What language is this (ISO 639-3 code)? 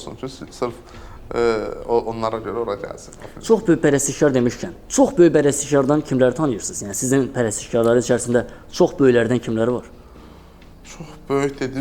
aze